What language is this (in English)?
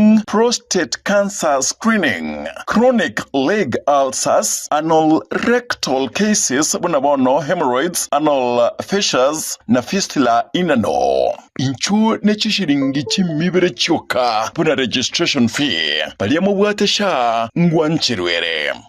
Gusii